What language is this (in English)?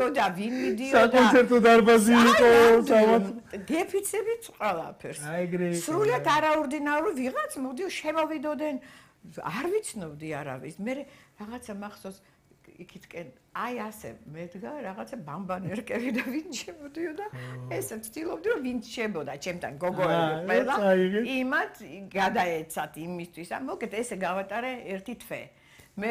Georgian